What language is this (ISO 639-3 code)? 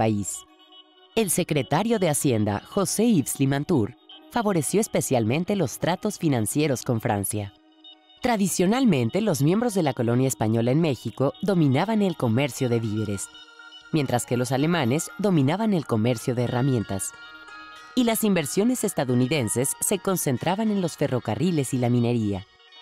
spa